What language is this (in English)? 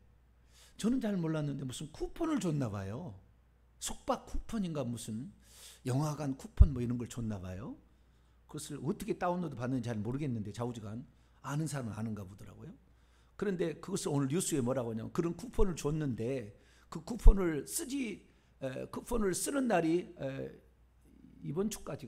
Korean